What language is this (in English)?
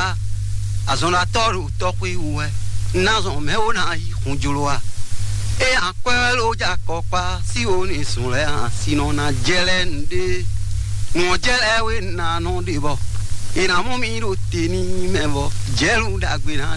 Fon